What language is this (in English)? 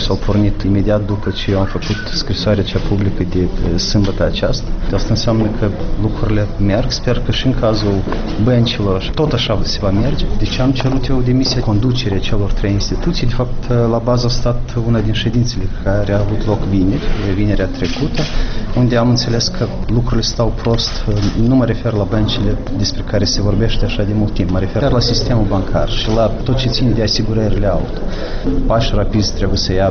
Romanian